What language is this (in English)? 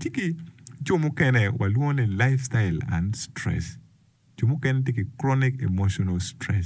Acoli